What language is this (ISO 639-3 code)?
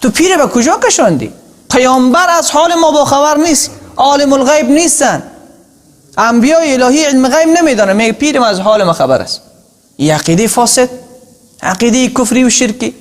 tgk